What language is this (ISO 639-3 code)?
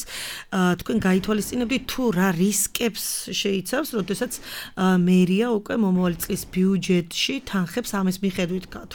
kat